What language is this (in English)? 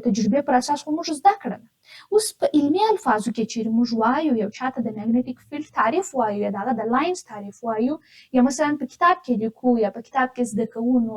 Pashto